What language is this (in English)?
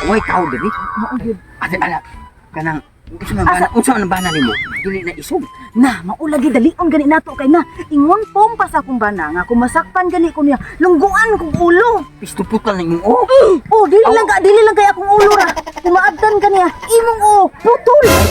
Cebuano